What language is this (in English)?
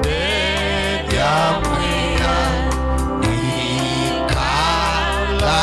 Kamba